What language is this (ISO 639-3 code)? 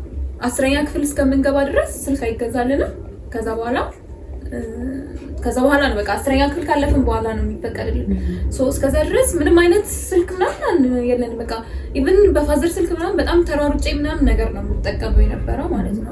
amh